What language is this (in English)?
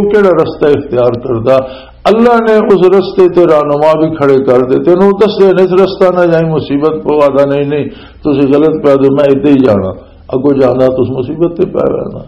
Western Panjabi